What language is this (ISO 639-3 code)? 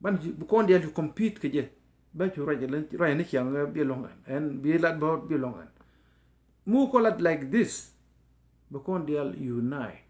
nus